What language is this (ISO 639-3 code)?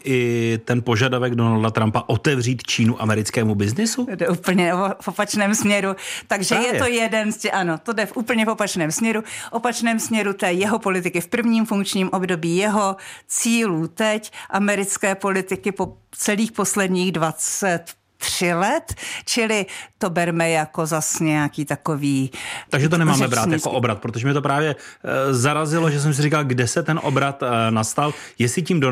ces